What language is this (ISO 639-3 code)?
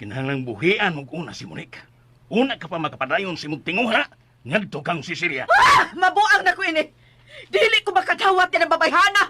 ceb